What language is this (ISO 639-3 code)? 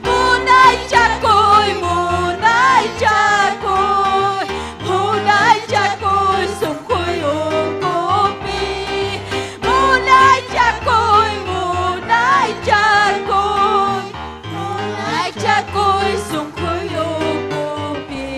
quy